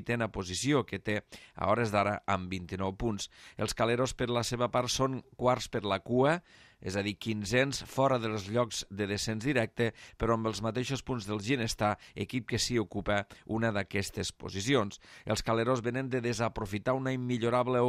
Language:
Catalan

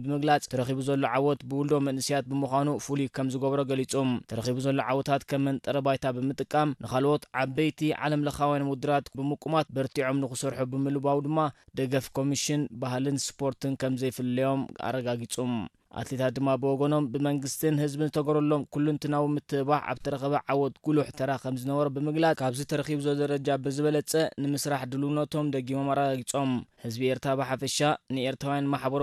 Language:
Tigrinya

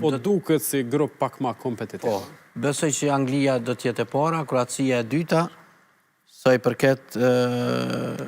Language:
Albanian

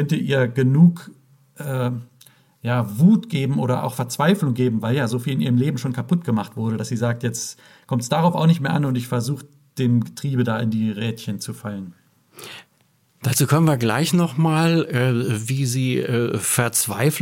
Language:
German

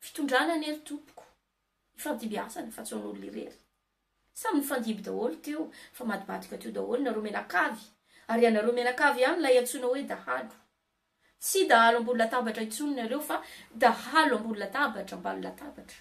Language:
Malagasy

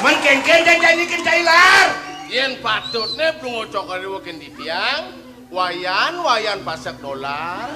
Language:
Balinese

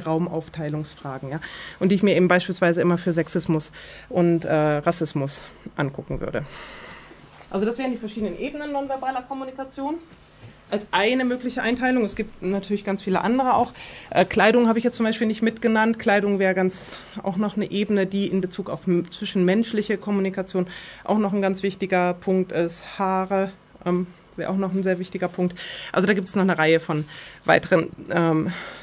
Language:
German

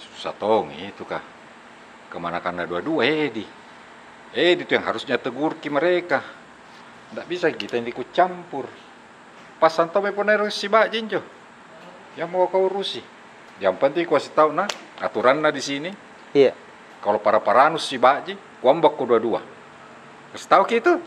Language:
Makassar Malay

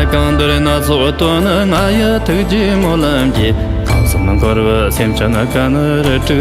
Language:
Tibetan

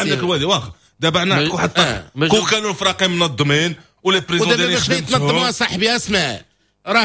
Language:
Moroccan Arabic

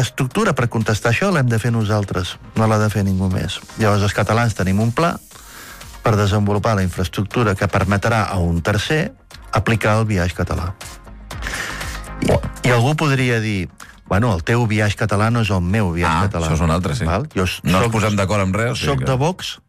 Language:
Catalan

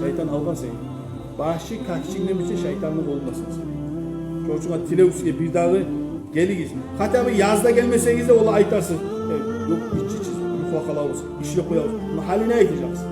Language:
Kumyk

